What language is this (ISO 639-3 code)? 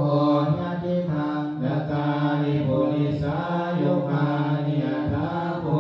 pli